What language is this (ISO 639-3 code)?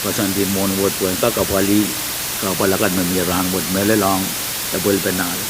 pon